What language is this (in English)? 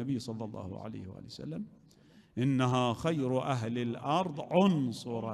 Mesopotamian Arabic